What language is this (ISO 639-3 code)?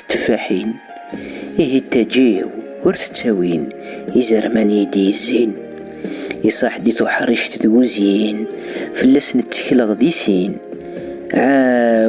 kab